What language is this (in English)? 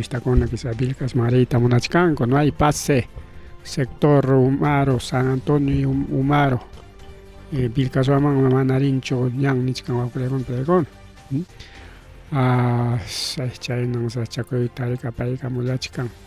Ayacucho Quechua